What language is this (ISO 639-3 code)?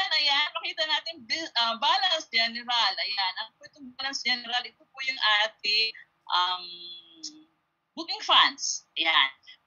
fil